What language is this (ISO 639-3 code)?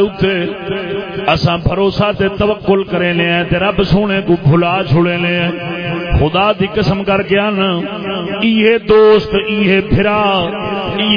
skr